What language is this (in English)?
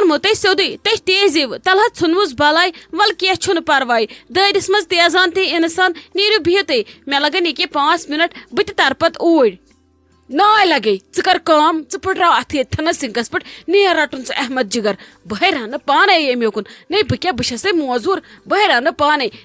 Kashmiri